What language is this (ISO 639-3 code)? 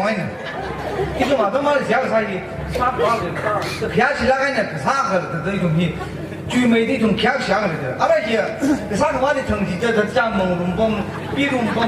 nmf